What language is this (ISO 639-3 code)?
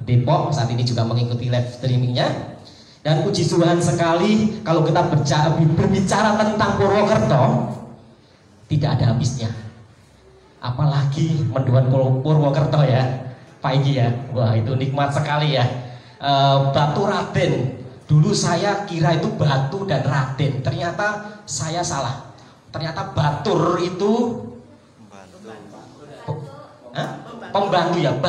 ind